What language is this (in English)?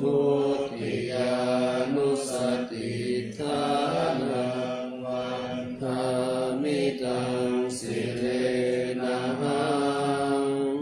Pali